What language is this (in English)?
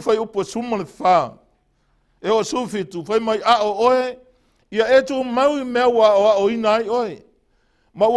Samoan